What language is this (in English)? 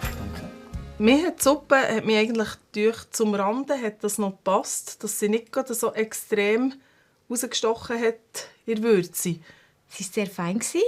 Swiss German